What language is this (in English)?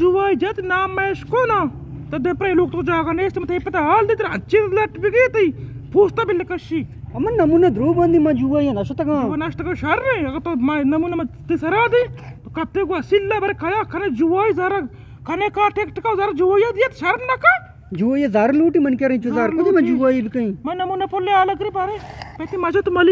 Eastern Balochi